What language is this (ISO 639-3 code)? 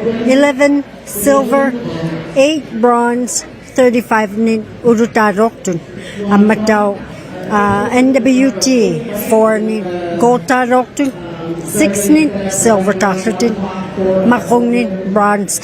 iku